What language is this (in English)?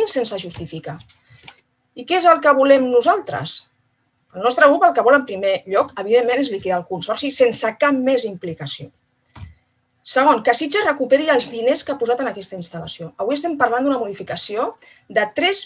Catalan